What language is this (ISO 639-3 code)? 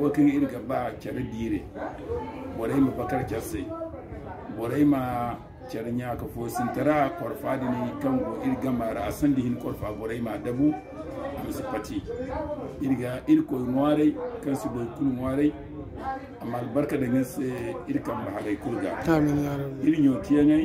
dje